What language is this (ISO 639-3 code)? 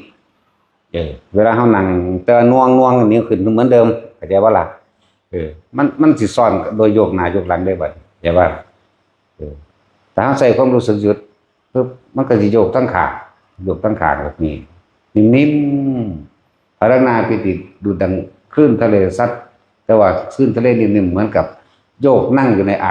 tts